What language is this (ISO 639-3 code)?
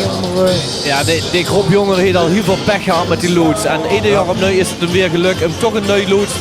lim